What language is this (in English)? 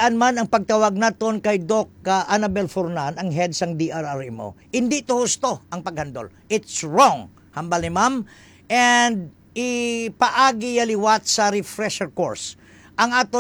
Hiligaynon